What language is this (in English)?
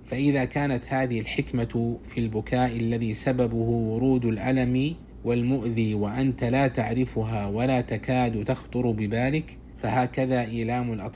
Arabic